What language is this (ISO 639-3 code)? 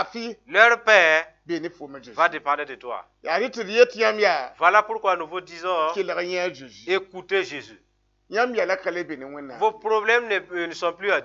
mos